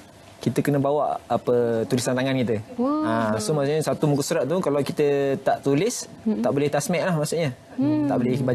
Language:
Malay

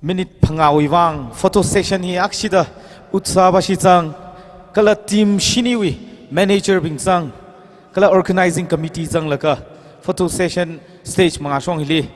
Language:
Tangkhul Naga (India)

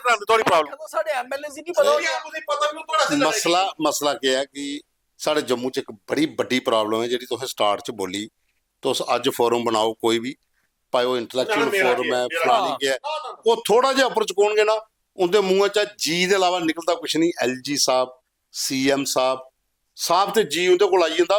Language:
Dogri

